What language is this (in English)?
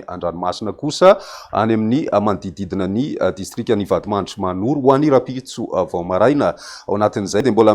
Malagasy